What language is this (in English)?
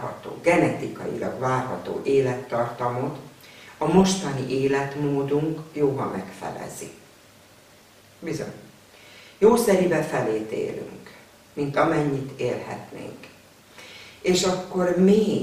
Hungarian